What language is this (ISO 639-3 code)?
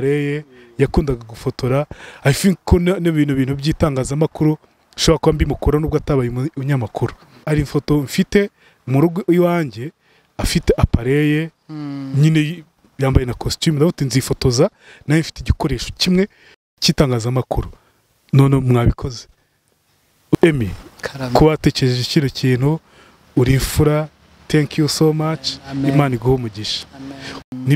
kin